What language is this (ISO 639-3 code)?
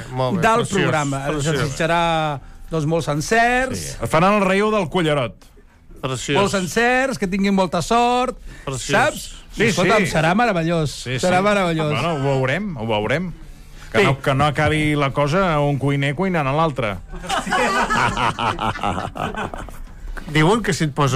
cat